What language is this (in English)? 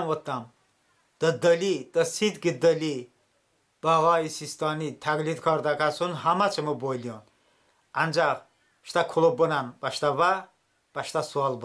Talysh